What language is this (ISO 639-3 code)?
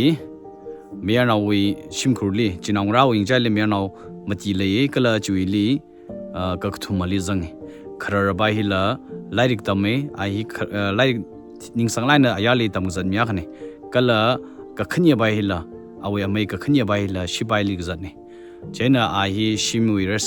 nmf